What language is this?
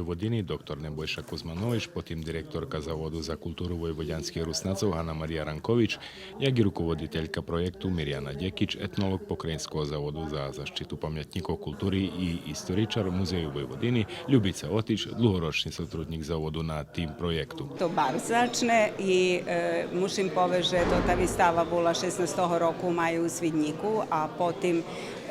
Rusyn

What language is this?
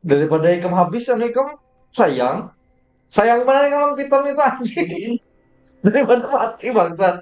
Banjar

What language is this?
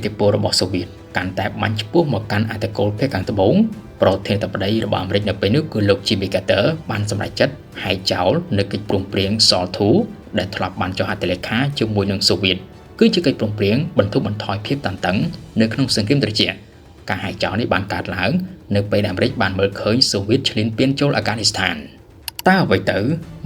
Khmer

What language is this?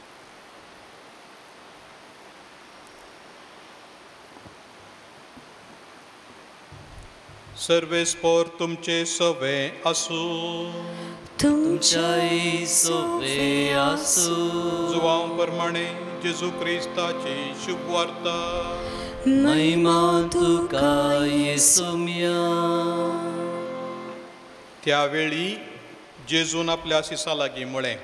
Konkani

